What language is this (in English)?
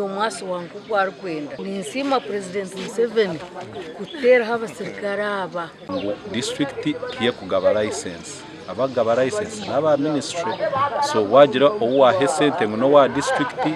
Nyankole